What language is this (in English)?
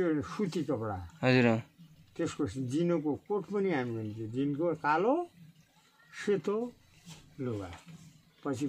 Nepali